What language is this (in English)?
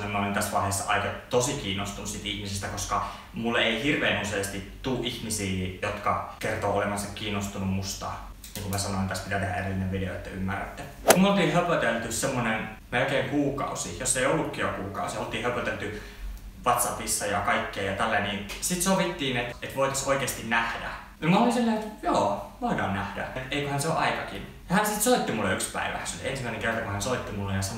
Finnish